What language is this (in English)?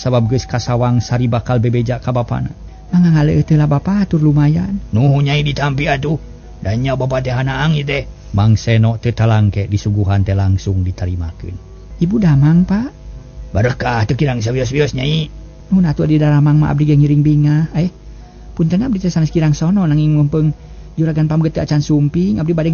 Sundanese